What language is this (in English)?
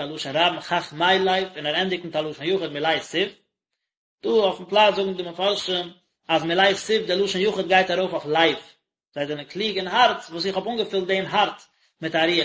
Yiddish